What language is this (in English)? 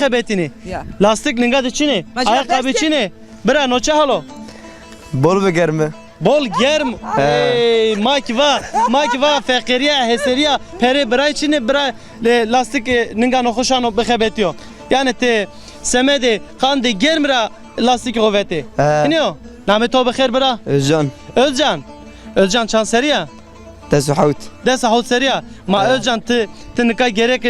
Zaza